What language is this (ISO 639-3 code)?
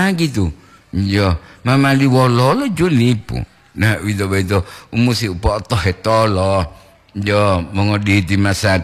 gor